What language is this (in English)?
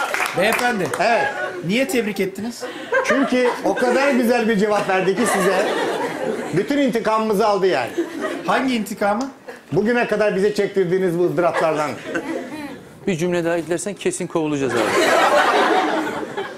Turkish